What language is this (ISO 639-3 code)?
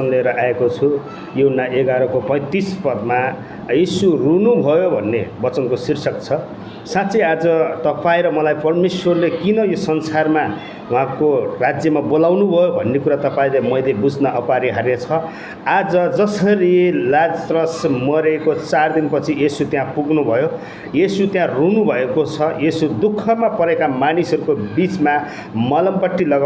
nep